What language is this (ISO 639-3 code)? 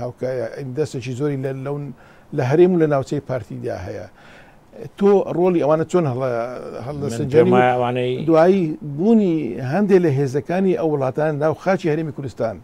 ckb